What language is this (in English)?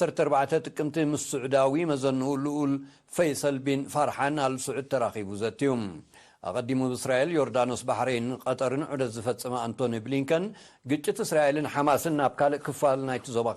Tigrinya